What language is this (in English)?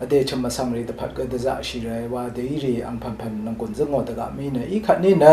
Rawang